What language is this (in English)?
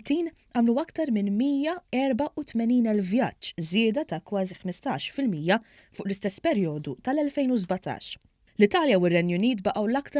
Maltese